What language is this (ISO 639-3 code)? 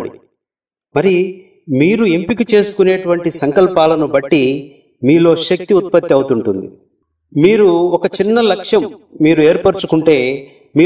tel